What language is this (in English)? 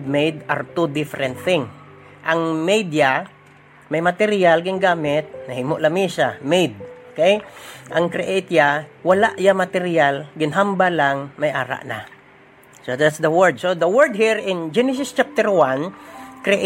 Hiligaynon